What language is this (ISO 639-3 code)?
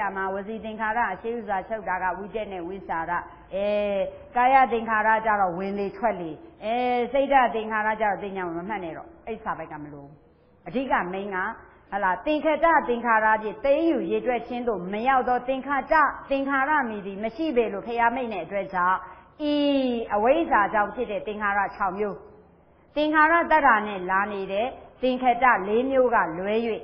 mya